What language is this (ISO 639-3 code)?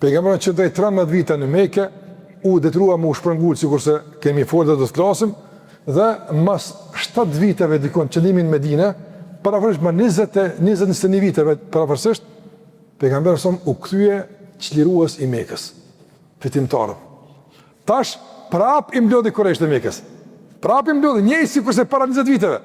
sqi